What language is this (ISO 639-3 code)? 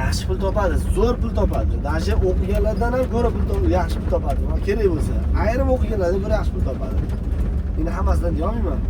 uzb